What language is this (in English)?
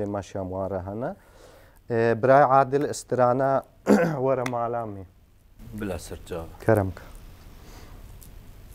Kurdish